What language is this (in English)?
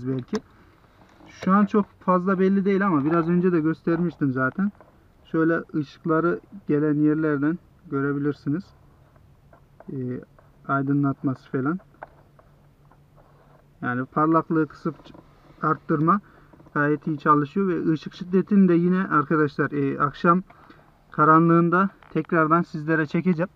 Turkish